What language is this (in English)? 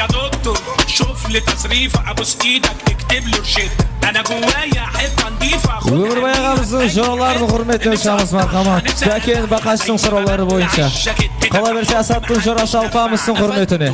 Kara-Kalpak